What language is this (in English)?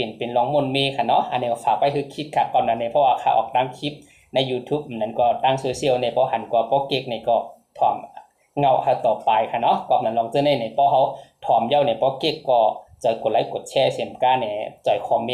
Shan